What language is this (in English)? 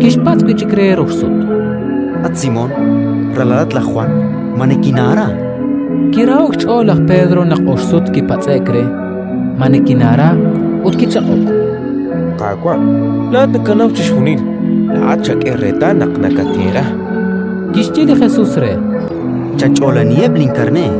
Kekchí